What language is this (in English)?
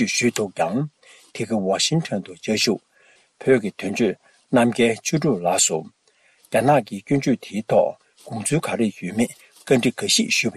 Tibetan